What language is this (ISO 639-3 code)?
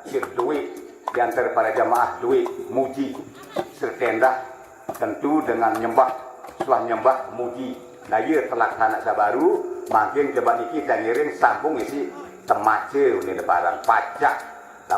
sas